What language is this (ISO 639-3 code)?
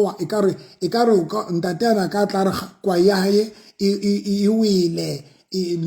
sot